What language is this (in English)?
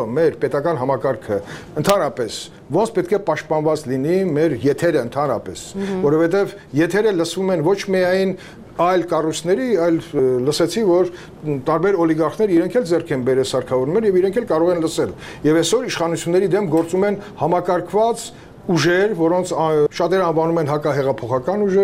Armenian